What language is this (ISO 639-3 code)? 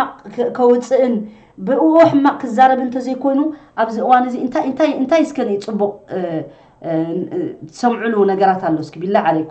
tir